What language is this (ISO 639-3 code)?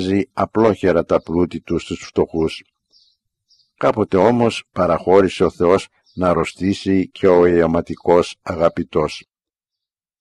ell